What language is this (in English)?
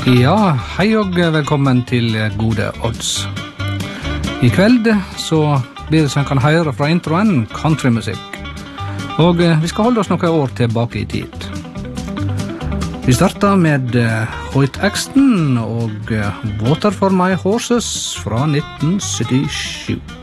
Norwegian